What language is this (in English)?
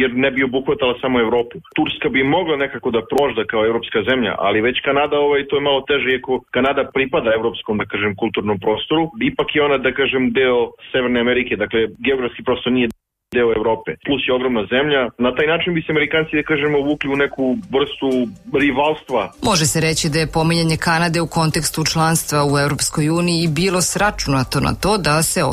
Serbian